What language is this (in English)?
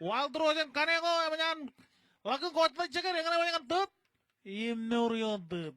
Marshallese